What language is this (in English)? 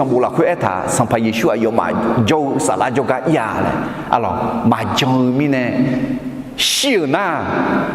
Akha